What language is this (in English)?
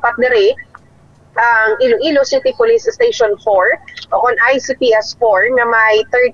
Hiligaynon